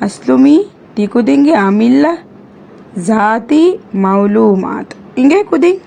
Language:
Divehi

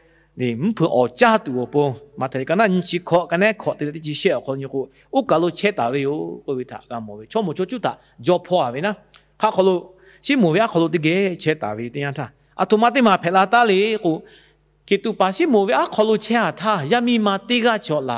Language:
Lahu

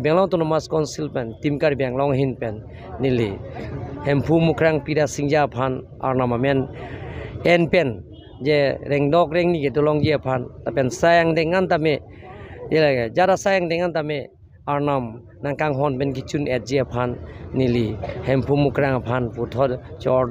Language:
Karbi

